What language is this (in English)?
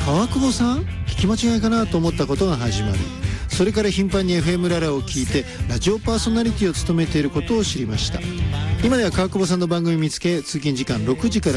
Japanese